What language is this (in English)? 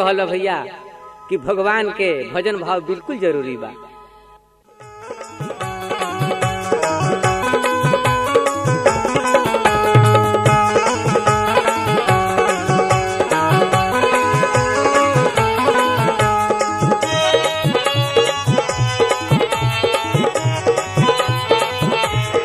Bhojpuri